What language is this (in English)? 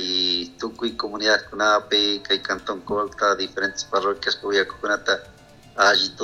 Chimborazo Highland Quichua